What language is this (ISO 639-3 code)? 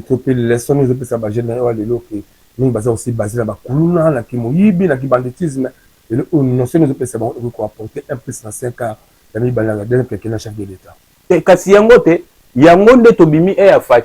lin